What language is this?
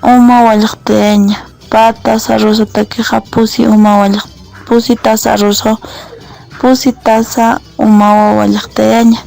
Aymara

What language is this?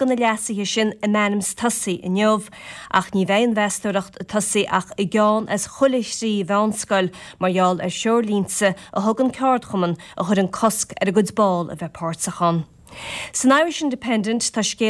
Irish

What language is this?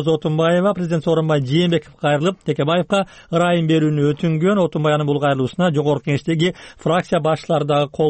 Kyrgyz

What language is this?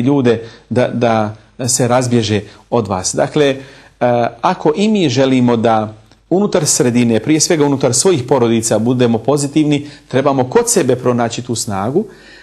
Bosnian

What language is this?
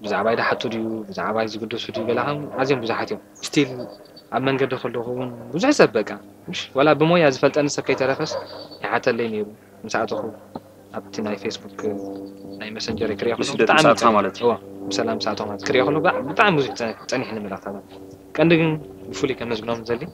Tigrinya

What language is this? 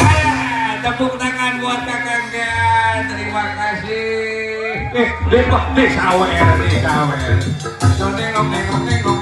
Sundanese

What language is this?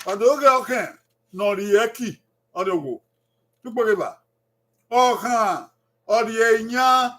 Bini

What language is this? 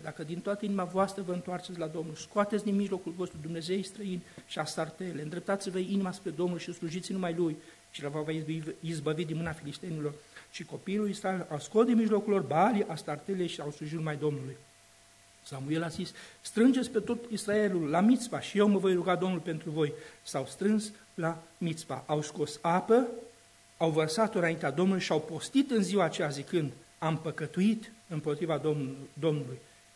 Romanian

